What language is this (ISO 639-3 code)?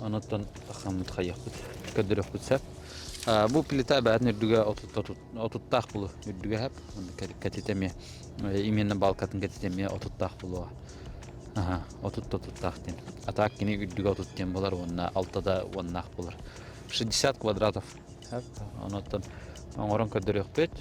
sah